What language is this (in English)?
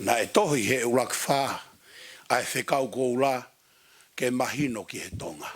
Tongan